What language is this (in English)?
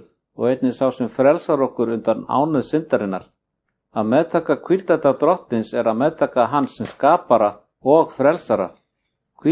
Icelandic